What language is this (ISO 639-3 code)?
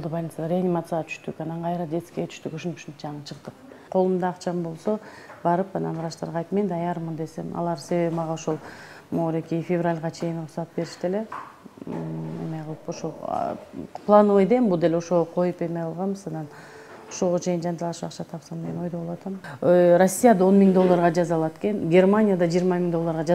kir